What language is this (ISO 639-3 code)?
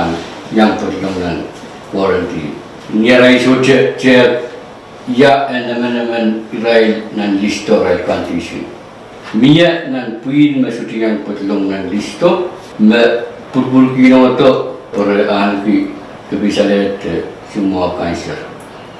pon